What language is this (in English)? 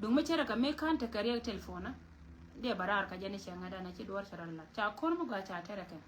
Nuer